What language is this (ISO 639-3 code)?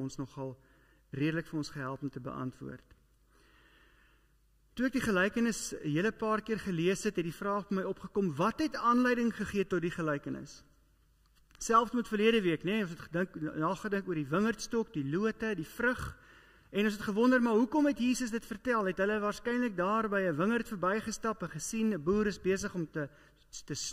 afr